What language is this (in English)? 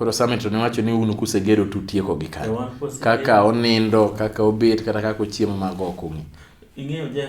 Luo (Kenya and Tanzania)